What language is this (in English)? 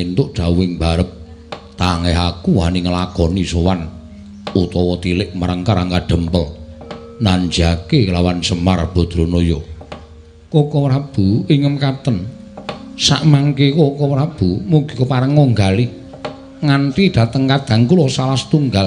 Javanese